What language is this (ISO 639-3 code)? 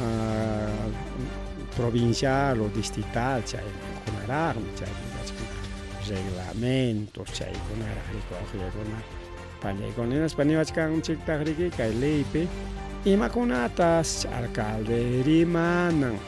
quy